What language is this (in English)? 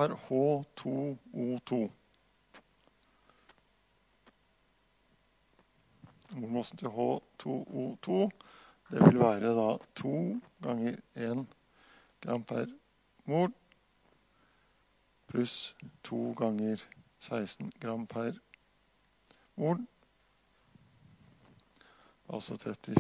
Norwegian